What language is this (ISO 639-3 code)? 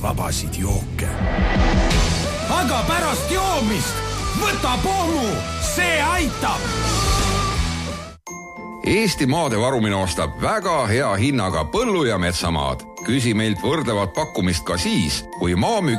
est